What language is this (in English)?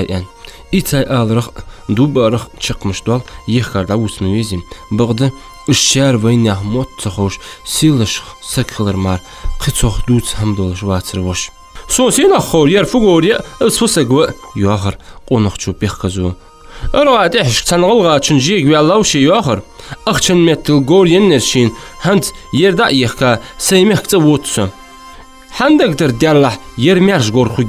Ingush